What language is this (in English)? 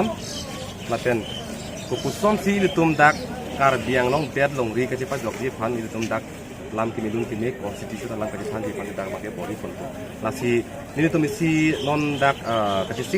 Karbi